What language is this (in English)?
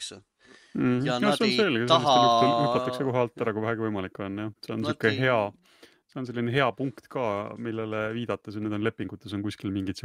Estonian